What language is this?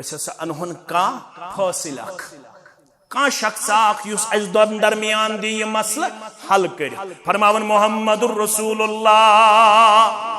Kashmiri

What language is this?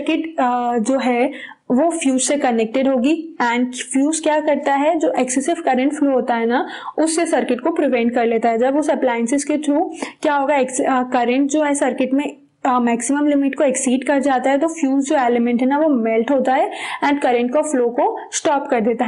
Hindi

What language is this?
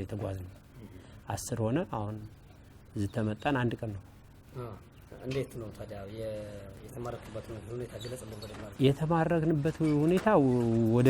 Amharic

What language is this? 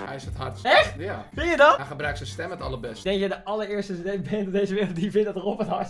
Dutch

